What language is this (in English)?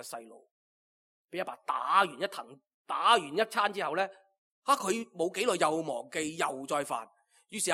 Cantonese